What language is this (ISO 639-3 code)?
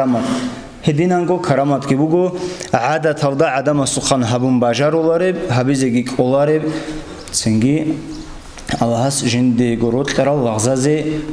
ava